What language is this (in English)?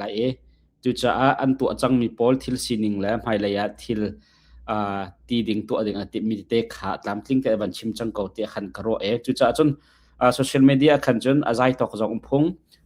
Hakha Chin